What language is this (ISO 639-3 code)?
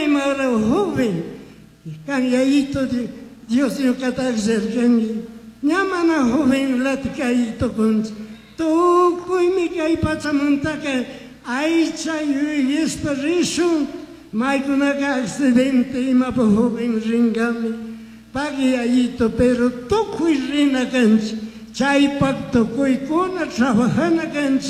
qug